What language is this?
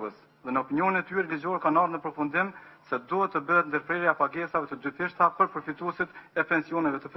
Albanian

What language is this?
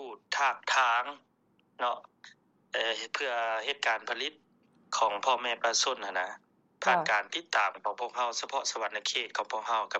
Lao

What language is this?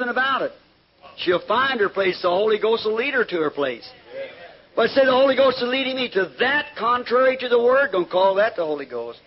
English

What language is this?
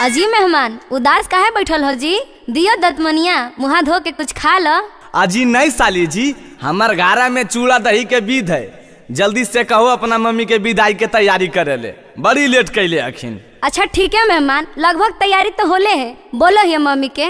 Magahi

